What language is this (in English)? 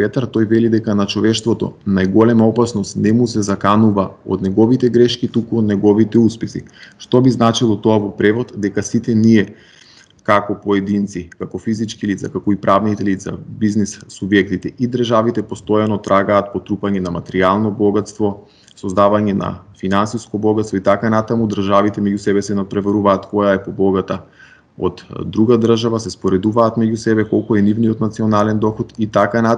Macedonian